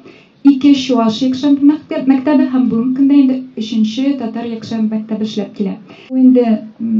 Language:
Tatar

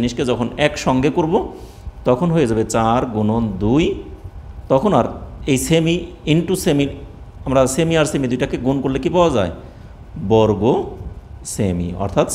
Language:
Bangla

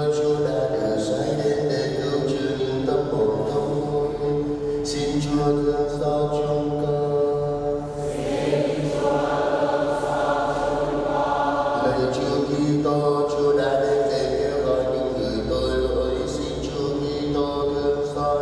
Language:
Vietnamese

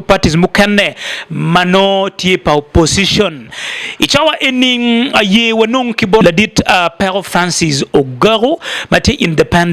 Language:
Acoli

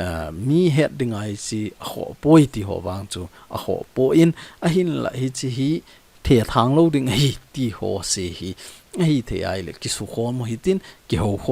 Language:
Thado Chin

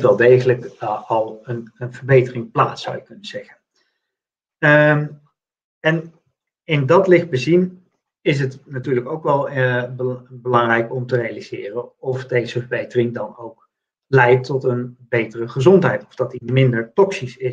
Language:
Dutch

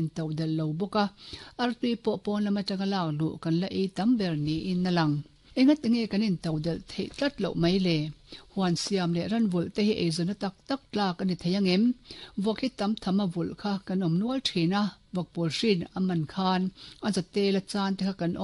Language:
Mizo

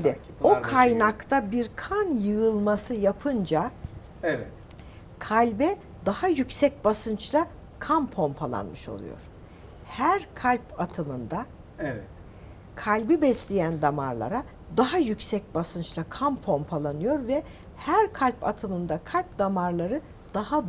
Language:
Turkish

